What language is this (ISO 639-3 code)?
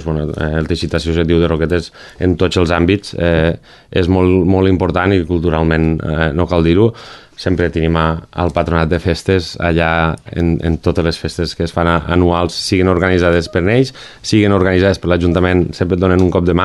cat